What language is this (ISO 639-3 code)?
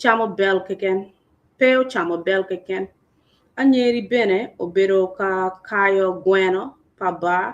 ach